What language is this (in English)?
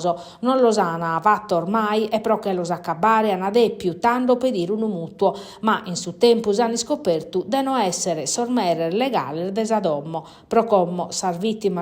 Sardinian